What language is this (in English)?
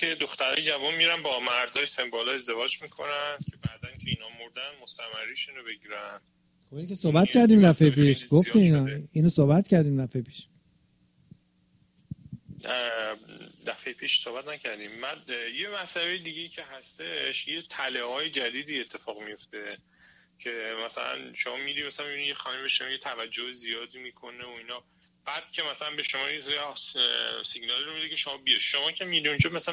Persian